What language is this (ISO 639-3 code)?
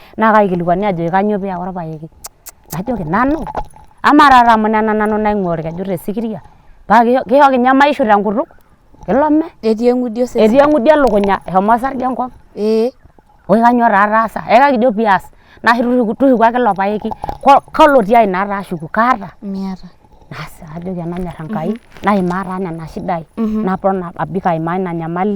mas